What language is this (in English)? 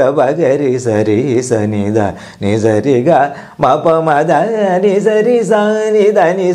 Malayalam